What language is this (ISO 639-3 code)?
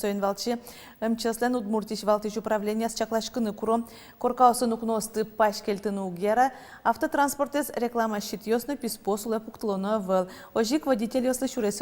udm